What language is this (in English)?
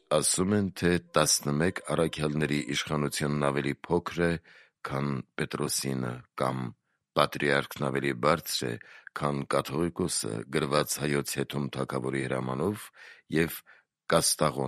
Armenian